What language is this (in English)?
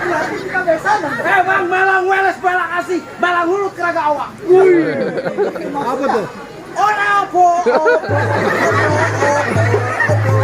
Betawi